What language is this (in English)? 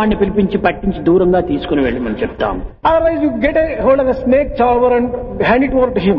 Telugu